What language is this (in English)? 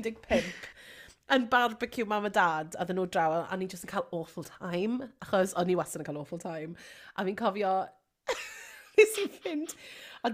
Welsh